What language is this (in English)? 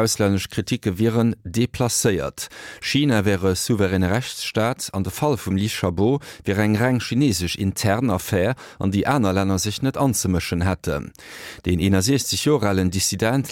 Luxembourgish